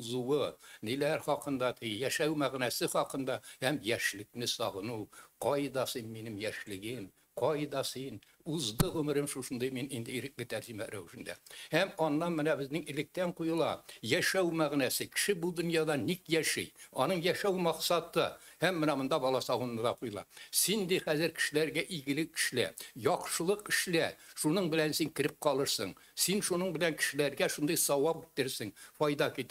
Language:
Tatar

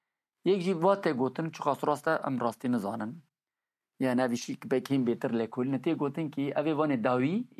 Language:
Kurdish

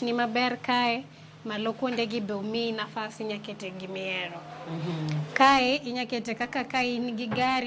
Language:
Luo (Kenya and Tanzania)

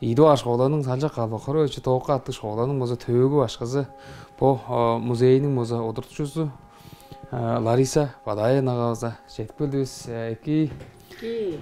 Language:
Tuvinian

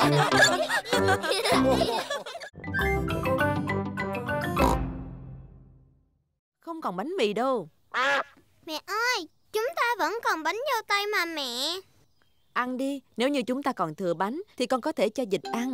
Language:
Vietnamese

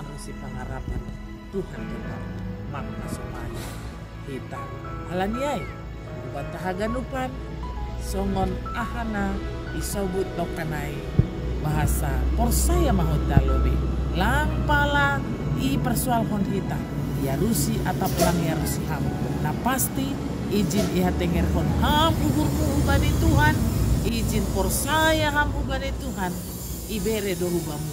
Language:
Batak Simalungun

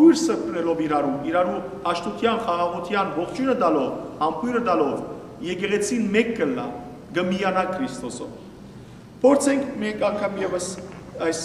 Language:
Western Armenian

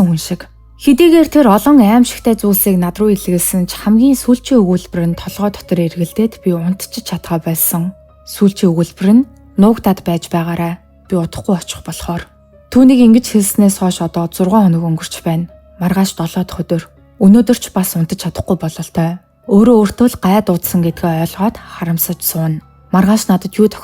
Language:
Mongolian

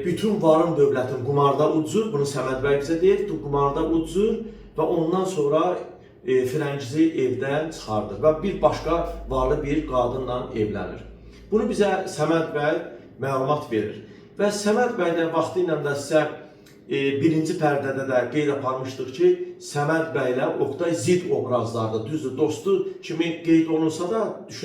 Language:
Azerbaijani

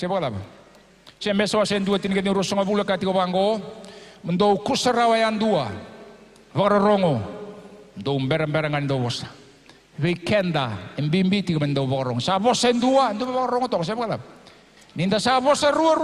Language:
Fijian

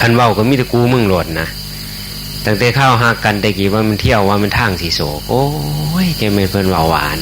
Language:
Northeastern Thai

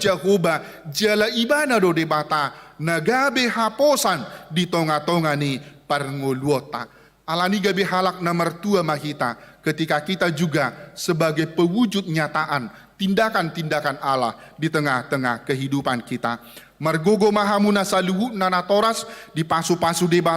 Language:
Batak Toba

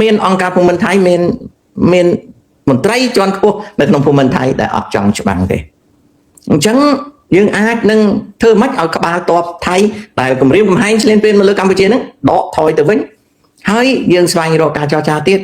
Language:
Khmer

